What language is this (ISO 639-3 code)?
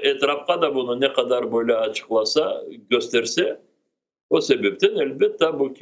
crh